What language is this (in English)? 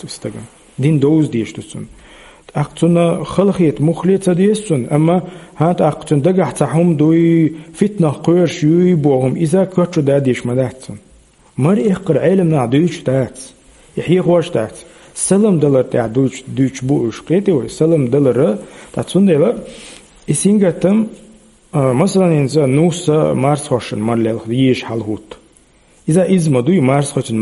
Chechen